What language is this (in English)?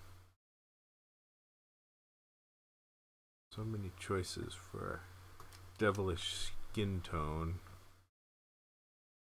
English